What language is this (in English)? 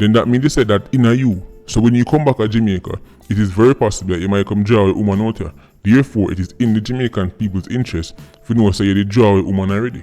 Jamaican Creole English